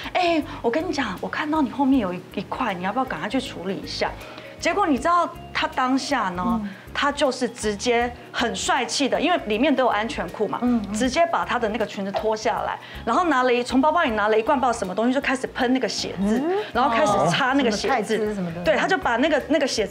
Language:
Chinese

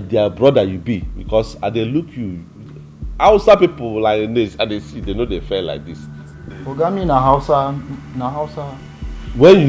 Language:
Nigerian Pidgin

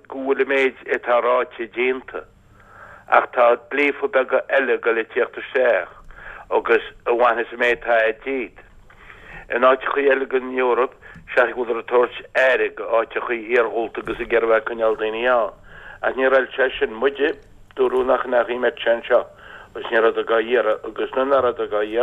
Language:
Irish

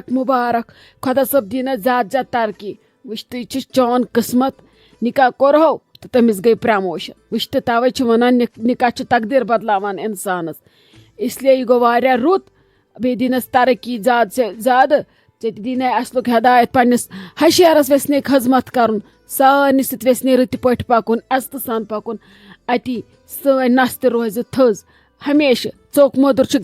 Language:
Kashmiri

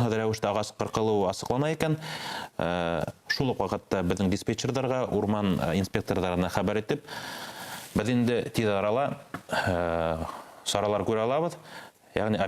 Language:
Bashkir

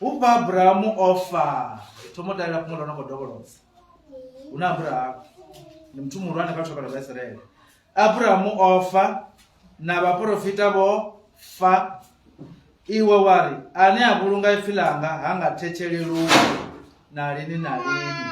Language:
Venda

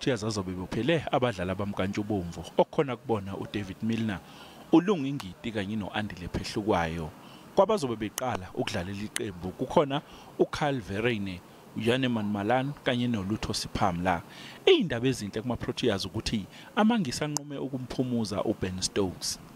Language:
Zulu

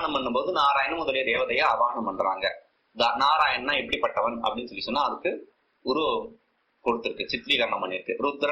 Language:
Tamil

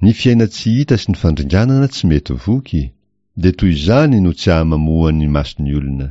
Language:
Malagasy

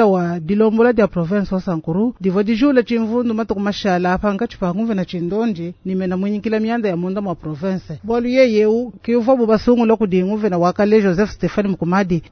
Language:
Luba-Lulua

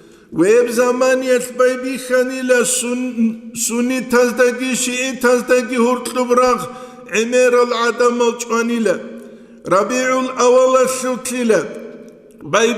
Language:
Avaric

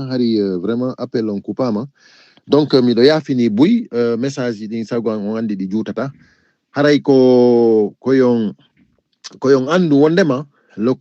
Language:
Fula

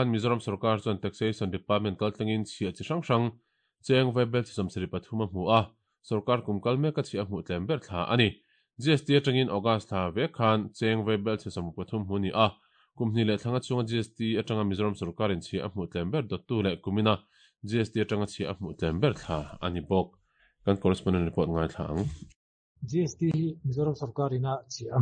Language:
Mizo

